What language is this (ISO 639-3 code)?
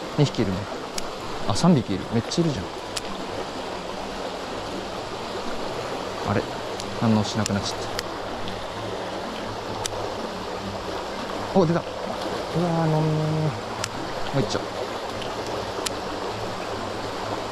jpn